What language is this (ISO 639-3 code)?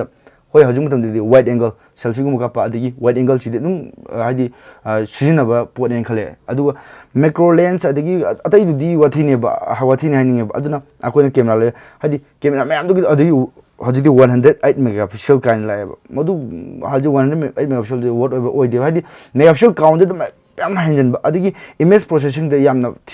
mni